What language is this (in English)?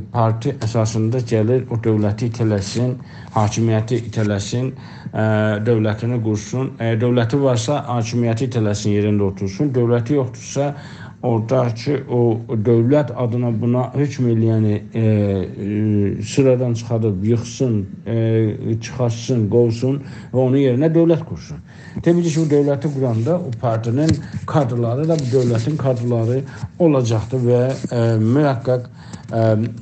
South Azerbaijani